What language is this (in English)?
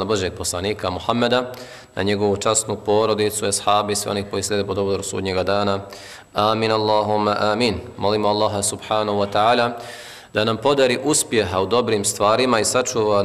Bosnian